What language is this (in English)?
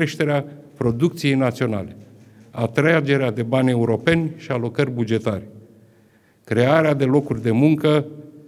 Romanian